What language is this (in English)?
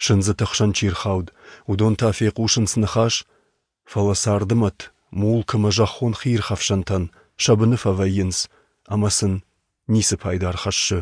Ossetic